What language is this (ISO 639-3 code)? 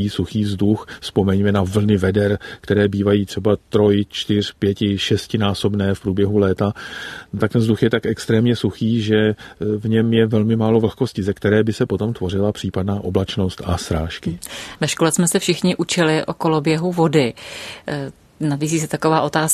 ces